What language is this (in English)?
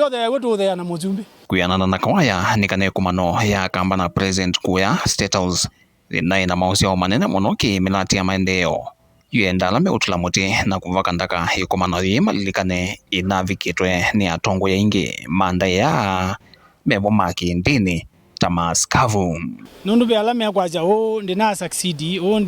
Kamba